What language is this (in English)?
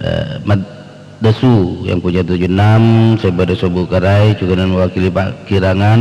Madurese